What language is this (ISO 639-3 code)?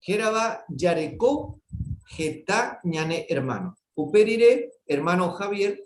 grn